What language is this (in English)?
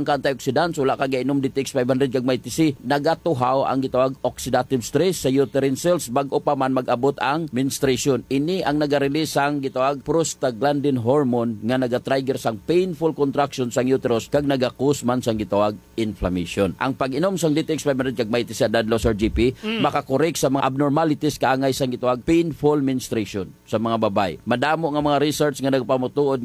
Hiligaynon